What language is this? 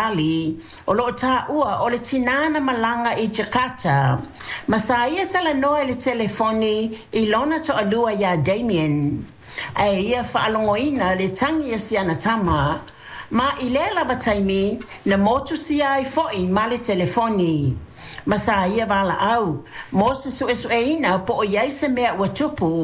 Samoan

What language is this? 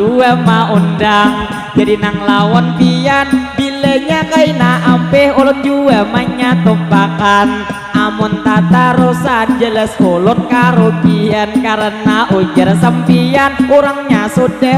Banjar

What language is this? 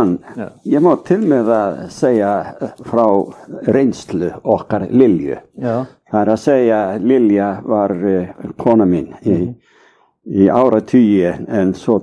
Icelandic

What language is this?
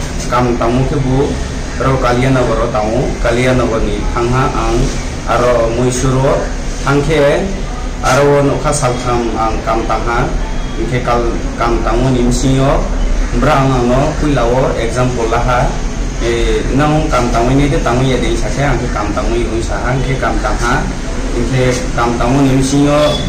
Riang (India)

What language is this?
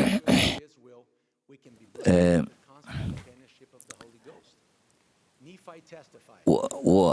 Tahitian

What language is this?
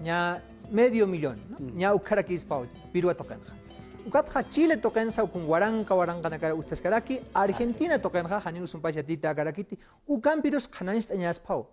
Aymara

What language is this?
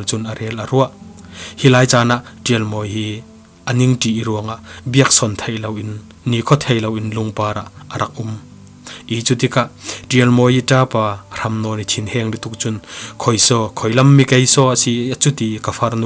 Falam Chin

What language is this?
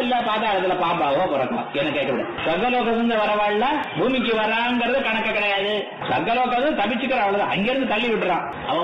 Tamil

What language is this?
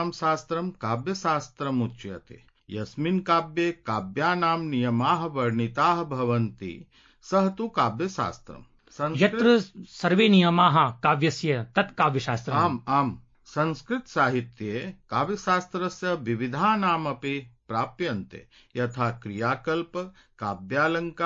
Sanskrit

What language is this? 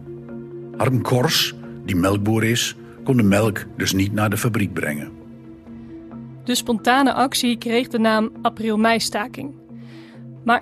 Dutch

